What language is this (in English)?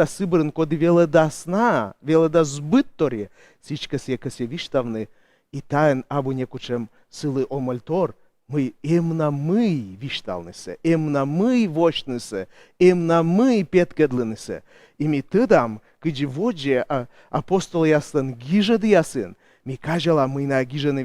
Komi